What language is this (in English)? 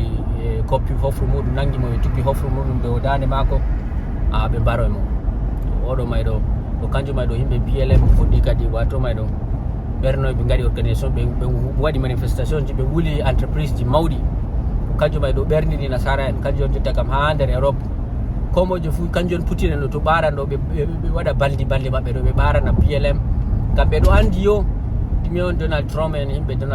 Fula